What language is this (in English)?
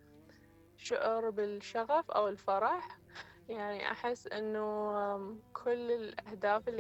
Mesopotamian Arabic